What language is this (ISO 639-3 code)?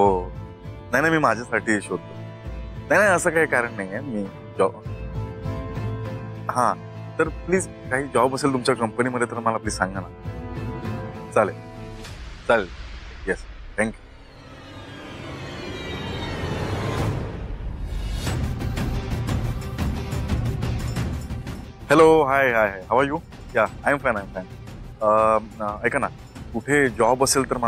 mar